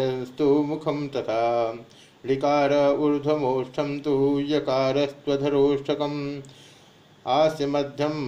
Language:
Sanskrit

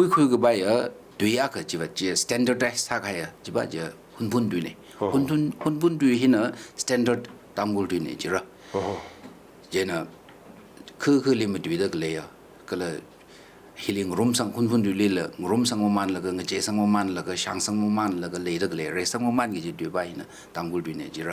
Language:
Tangkhul Naga (India)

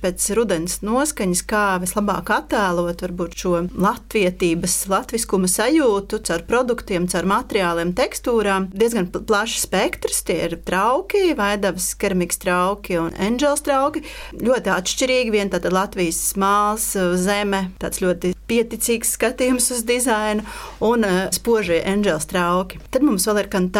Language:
Latvian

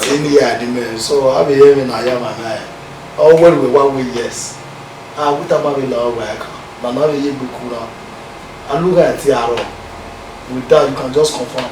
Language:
Bini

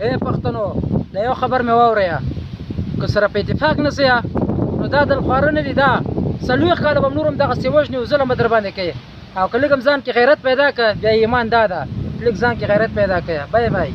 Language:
Pashto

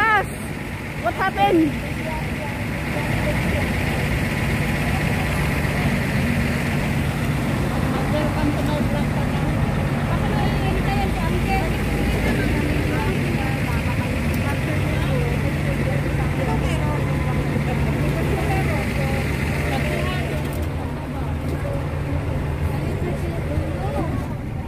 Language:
Filipino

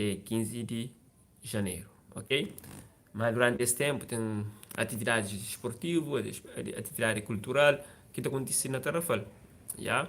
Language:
Kabuverdianu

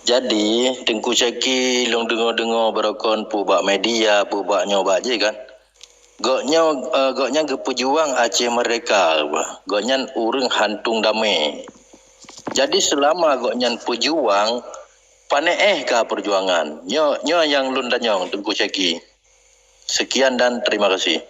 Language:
Achinese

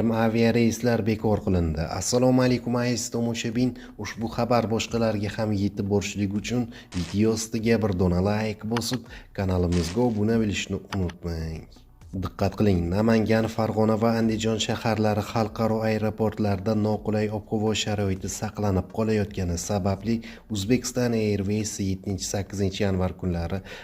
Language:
Uzbek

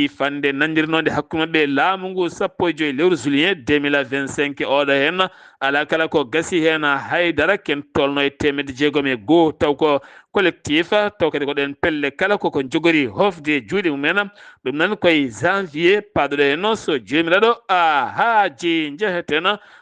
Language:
Fula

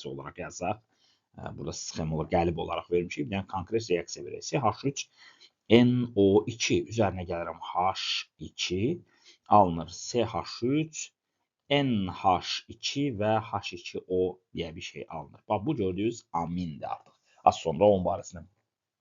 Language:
Azerbaijani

